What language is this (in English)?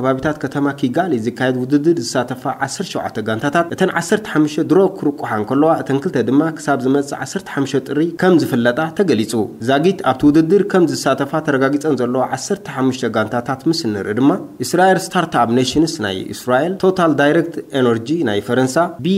Tigrinya